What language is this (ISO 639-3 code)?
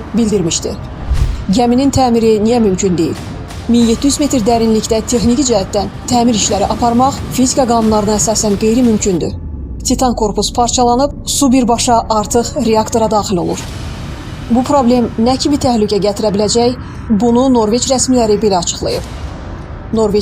aze